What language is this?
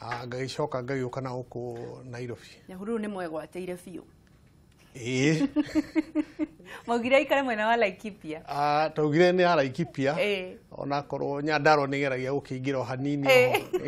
Kikuyu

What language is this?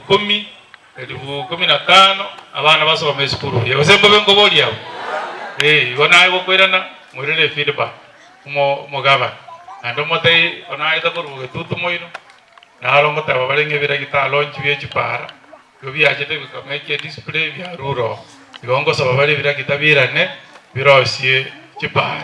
Gusii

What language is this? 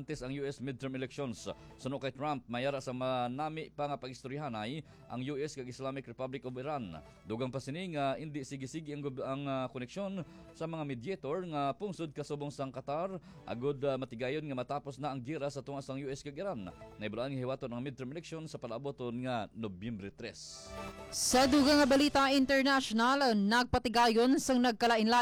Hiligaynon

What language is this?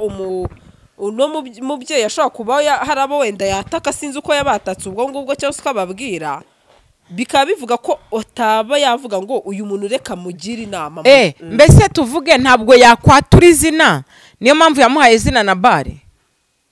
Kinyarwanda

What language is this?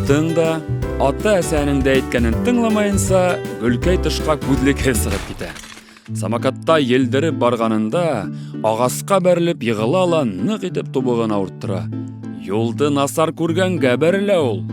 Bashkir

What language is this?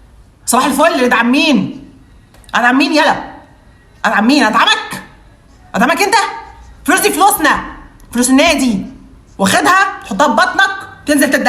Egyptian Arabic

